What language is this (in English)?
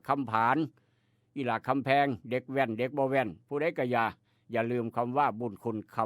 Northeastern Thai